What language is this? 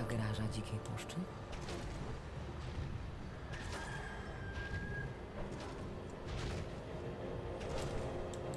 Polish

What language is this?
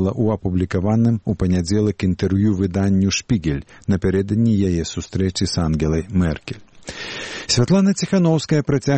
Belarusian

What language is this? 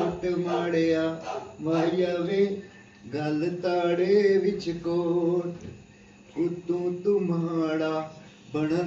Pahari-Potwari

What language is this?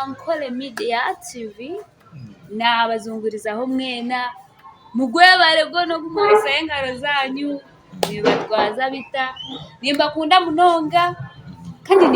Nyankole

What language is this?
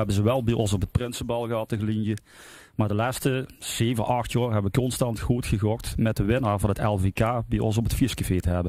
Limburgish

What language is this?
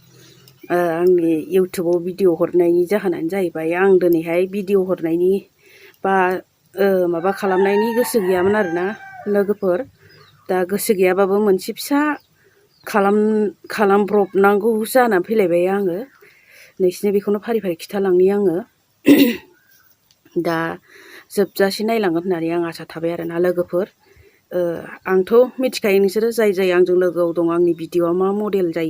Bodo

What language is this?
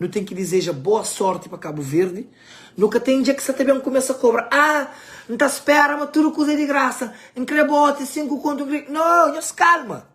Kabuverdianu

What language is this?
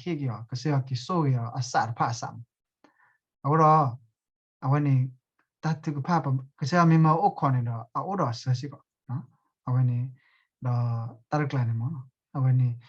S'gaw Karen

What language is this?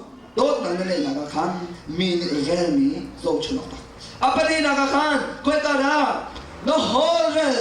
Hakha Chin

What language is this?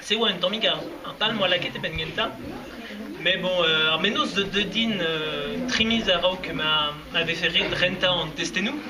Breton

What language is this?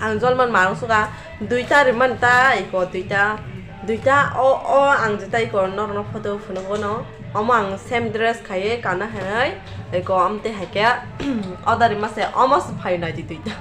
Kok Borok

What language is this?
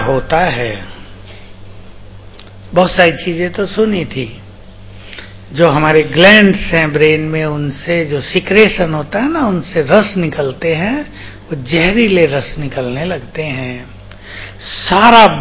Hindi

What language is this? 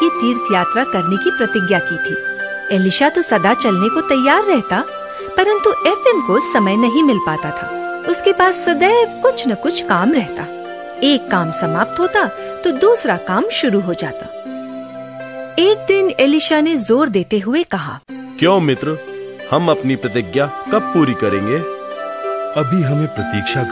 Hindi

